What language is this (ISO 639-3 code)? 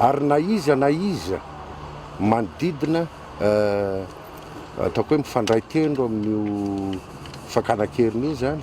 mlg